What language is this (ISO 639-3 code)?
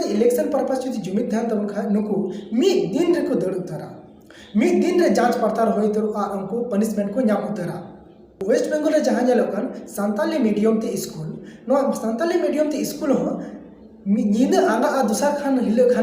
sat